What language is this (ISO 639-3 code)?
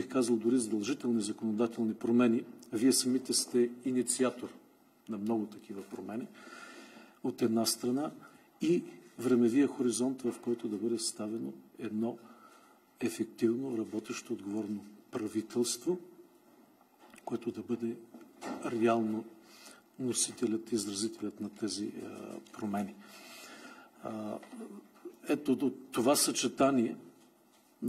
bul